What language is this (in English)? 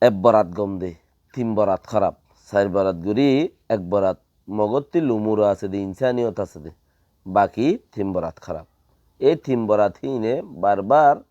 Rohingya